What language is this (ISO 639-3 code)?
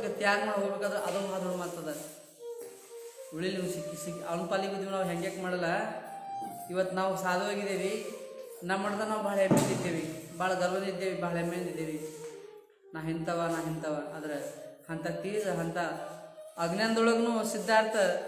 kan